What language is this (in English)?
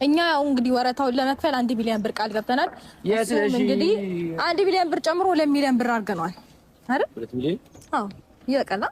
Amharic